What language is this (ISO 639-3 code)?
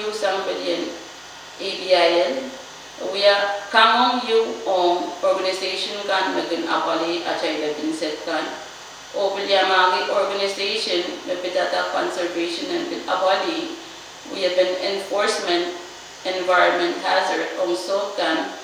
pon